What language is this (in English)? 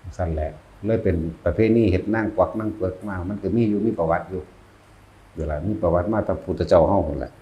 Northeastern Thai